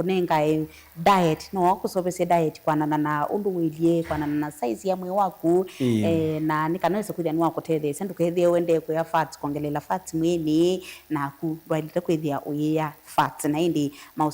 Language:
Kamba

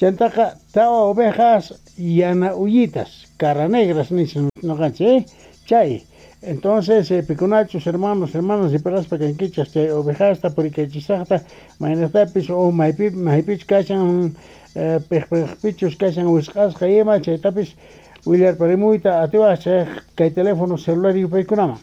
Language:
Quechua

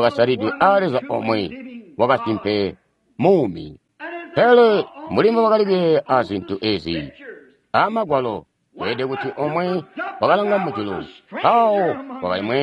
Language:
Tonga (Zambia)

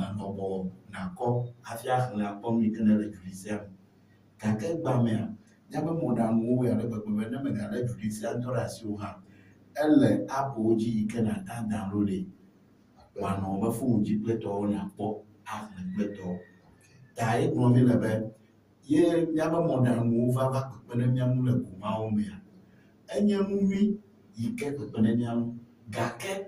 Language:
Ewe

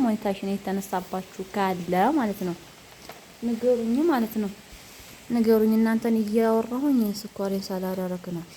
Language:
Amharic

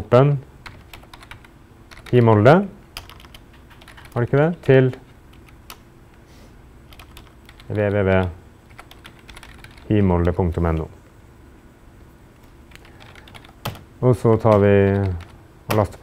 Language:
Norwegian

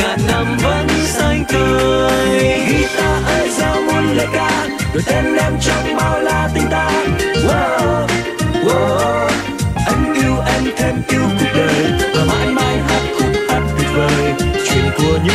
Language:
Vietnamese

